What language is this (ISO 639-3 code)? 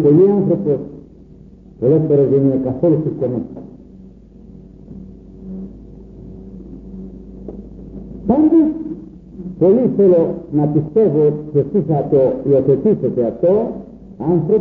ell